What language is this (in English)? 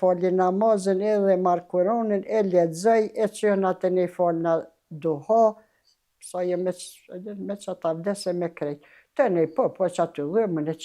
Albanian